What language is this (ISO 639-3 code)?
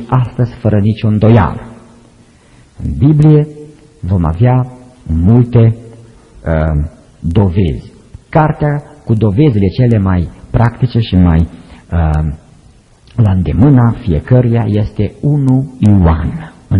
ron